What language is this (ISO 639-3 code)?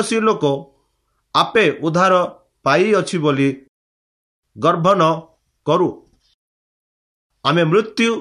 ori